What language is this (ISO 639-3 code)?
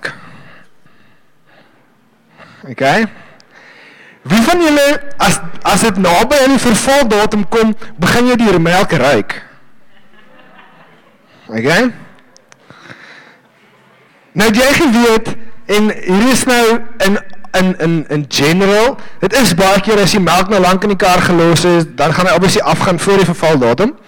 afr